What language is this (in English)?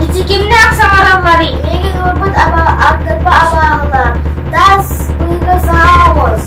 Yakut